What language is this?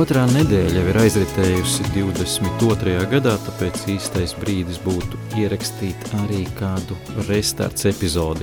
Latvian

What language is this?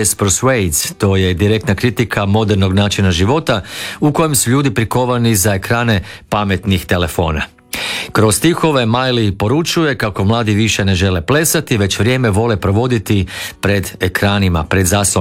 Croatian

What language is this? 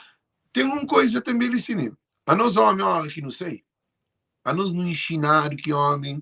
Kabuverdianu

